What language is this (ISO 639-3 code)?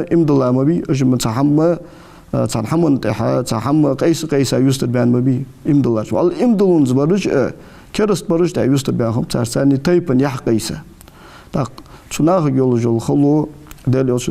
inh